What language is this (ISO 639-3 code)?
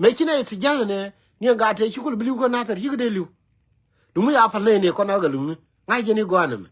nus